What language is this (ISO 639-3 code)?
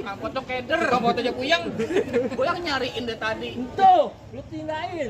bew